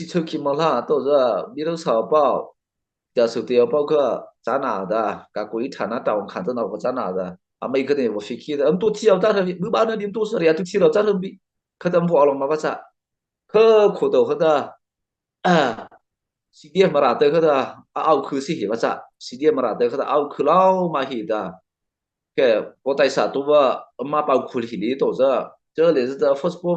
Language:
Mara Chin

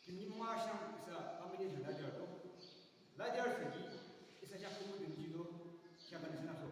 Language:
Yimchungru Naga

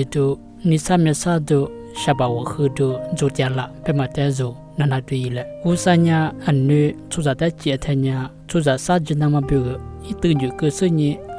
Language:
Lisu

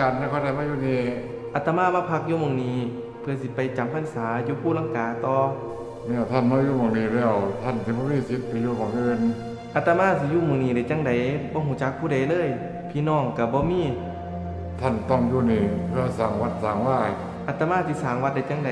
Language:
Northeastern Thai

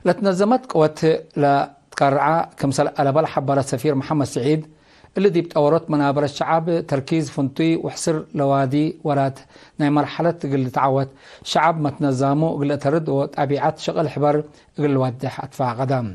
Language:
Tigre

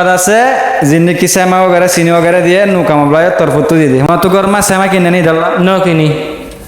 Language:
Rohingya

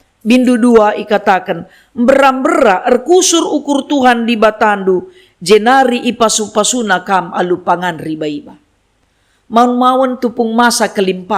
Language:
Batak Karo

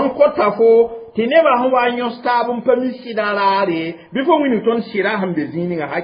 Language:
Mossi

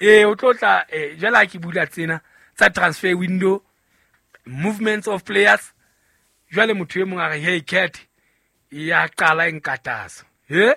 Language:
Southern Sotho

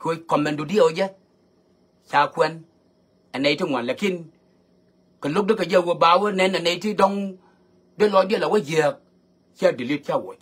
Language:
Nuer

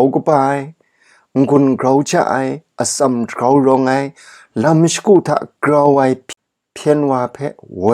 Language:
Kachin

